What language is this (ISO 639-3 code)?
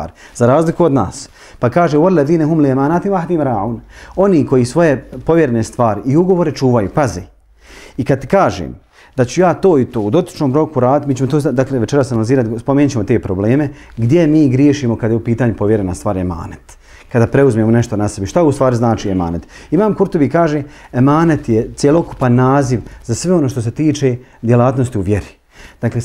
bos